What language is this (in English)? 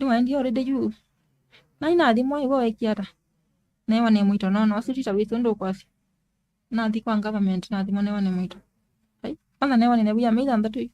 Kamba